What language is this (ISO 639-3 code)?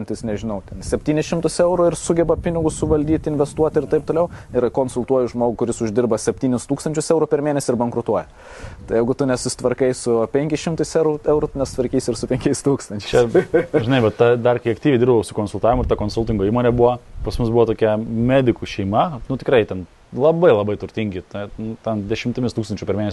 lit